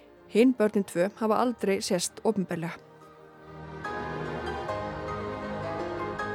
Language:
Icelandic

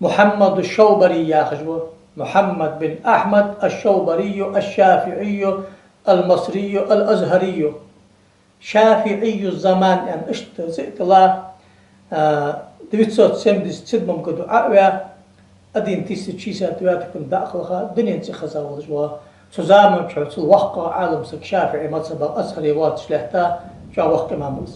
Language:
Ingush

